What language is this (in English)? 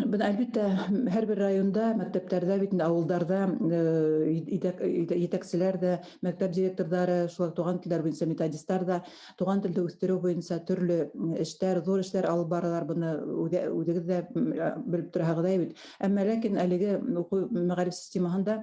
Bashkir